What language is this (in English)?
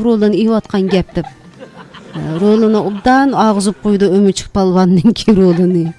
Uyghur